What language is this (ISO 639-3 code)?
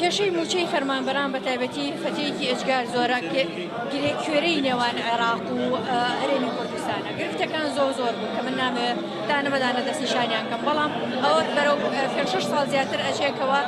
ckb